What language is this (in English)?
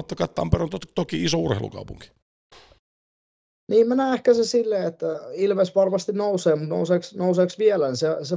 Finnish